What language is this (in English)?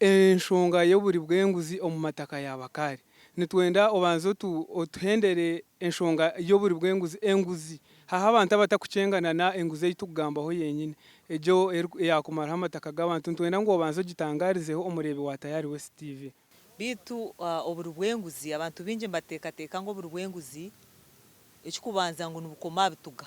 Nyankole